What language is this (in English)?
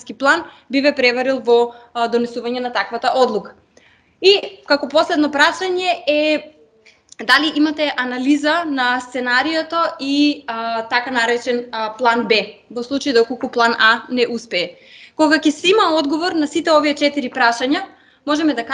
Macedonian